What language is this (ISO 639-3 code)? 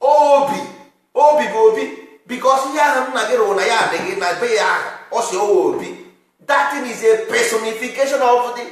ibo